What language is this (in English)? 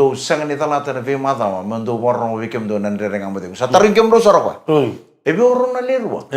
Fijian